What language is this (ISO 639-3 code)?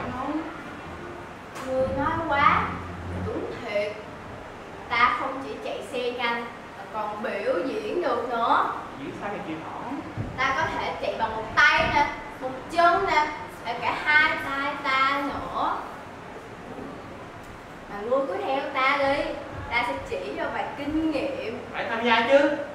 vie